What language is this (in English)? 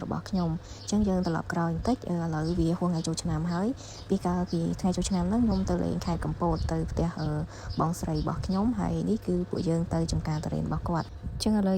Khmer